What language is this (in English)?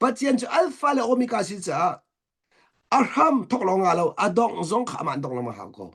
Hakha Chin